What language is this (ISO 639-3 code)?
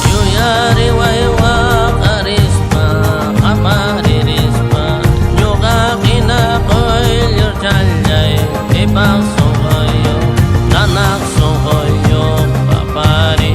xav